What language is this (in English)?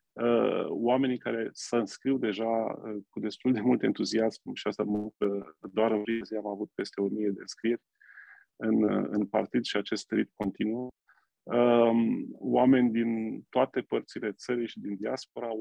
Romanian